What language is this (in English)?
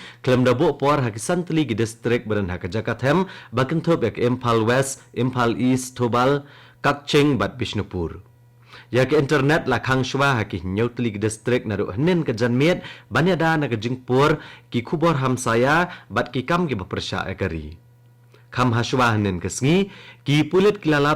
Khasi